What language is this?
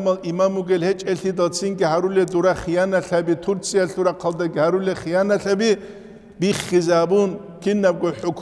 Avaric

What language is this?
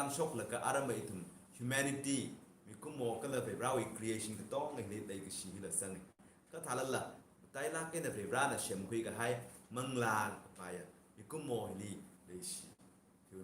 Tangkhul Naga (India)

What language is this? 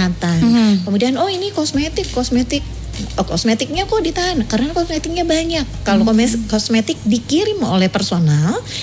Indonesian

